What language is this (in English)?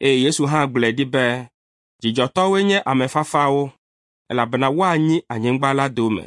Ewe